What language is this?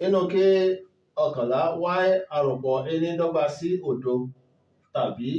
Yoruba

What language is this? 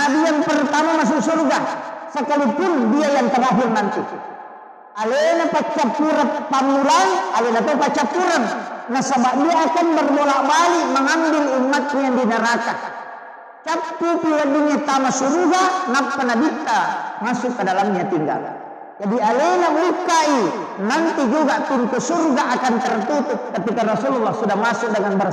Buginese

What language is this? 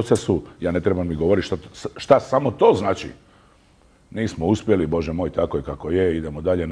Croatian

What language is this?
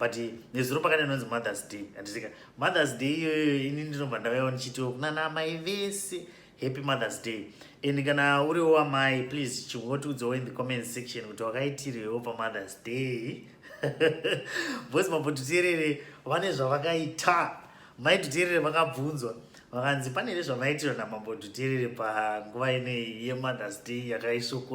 Shona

